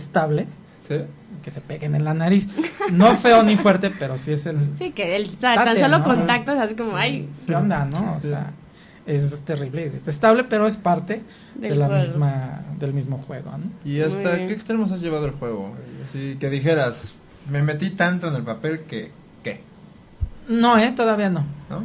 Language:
Spanish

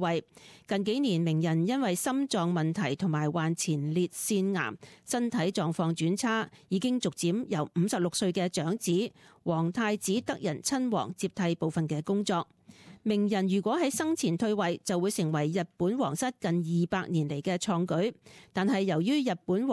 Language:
Cantonese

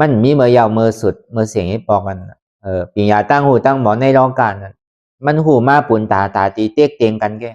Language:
Lü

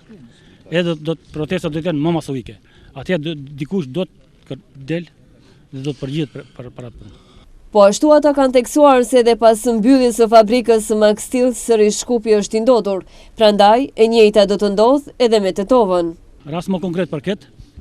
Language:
Albanian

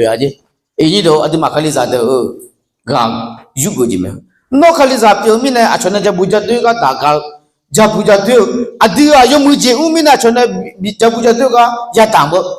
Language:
Akha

